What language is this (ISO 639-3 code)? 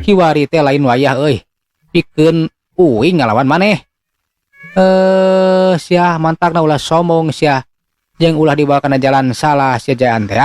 sun